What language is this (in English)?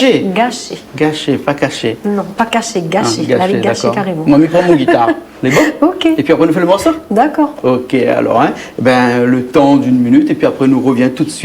Réunion Creole French